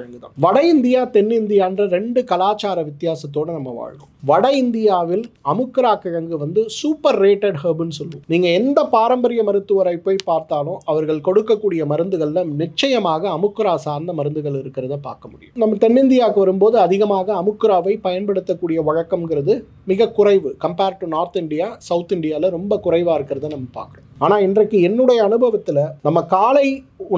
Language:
Tamil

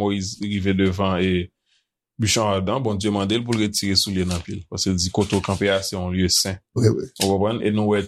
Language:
Haitian Creole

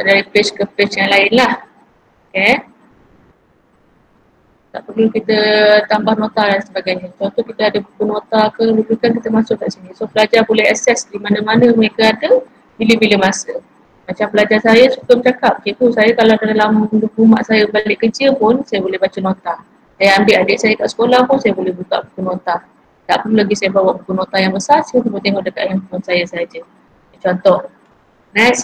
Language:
Malay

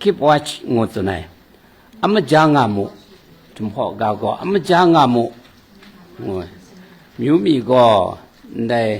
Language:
Kachin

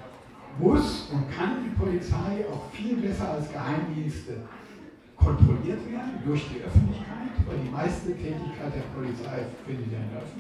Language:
German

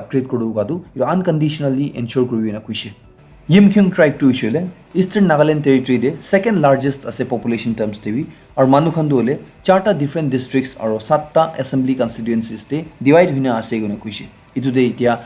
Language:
Naga Pidgin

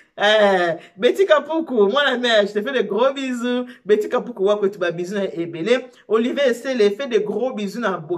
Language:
Lingala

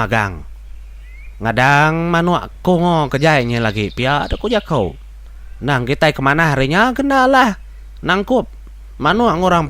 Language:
Iban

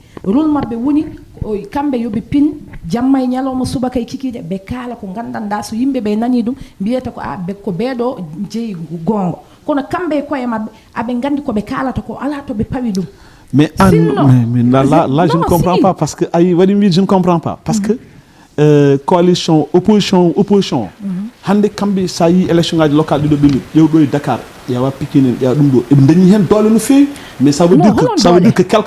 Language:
Fula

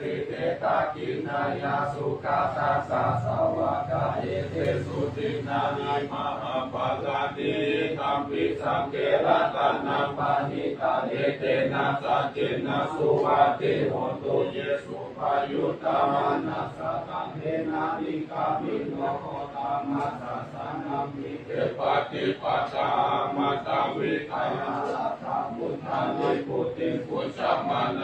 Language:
Pali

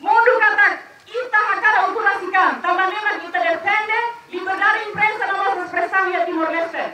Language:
Tetum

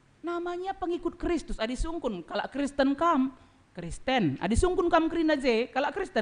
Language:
Batak Karo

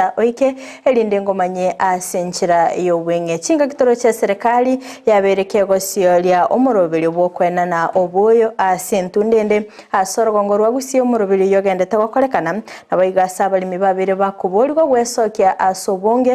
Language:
Gusii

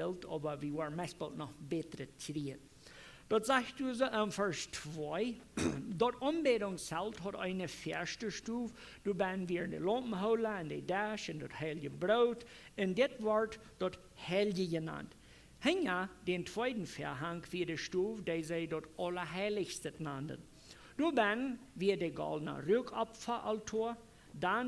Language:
Plautdietsch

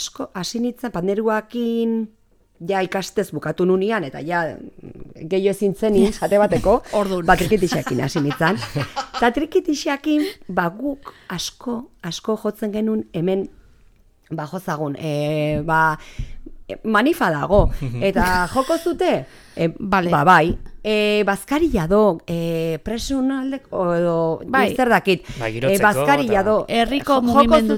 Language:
Basque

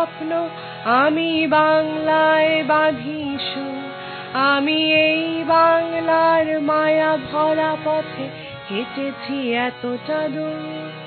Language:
Bangla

